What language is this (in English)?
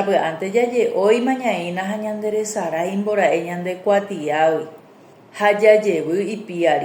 Guarani